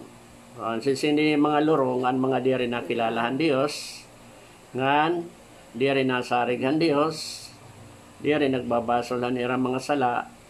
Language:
Waray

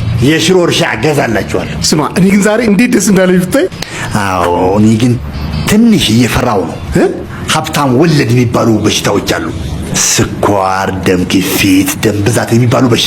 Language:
Amharic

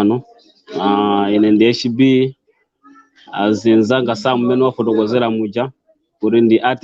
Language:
Nyanja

